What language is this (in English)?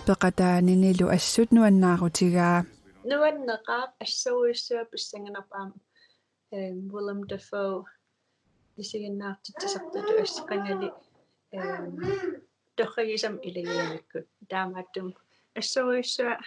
Kalaallisut